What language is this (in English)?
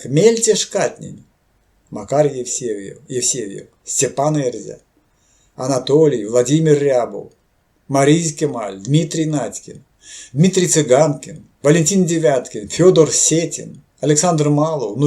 Erzya